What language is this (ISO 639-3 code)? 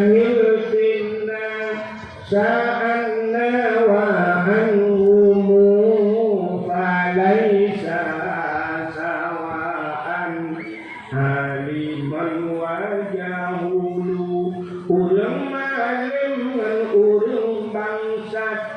ace